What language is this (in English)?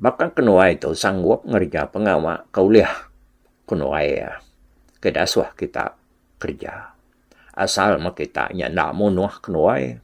Iban